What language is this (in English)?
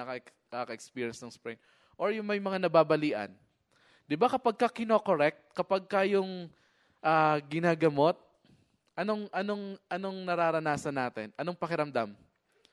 Filipino